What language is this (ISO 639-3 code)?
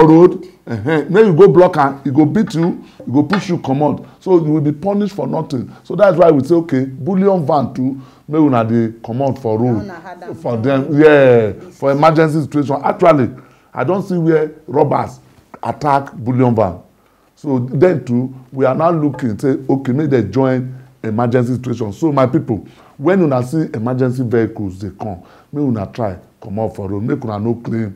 pcm